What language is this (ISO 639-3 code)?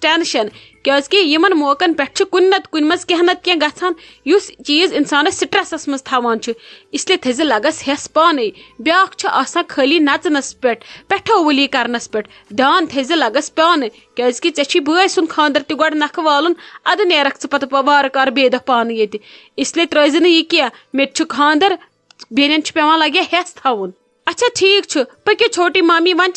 kas